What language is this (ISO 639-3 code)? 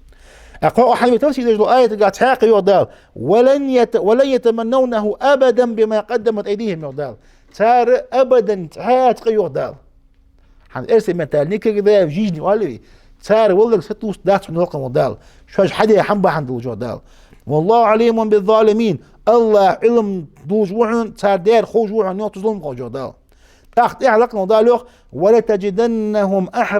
inh